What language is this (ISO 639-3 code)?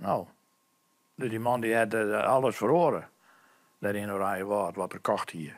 fry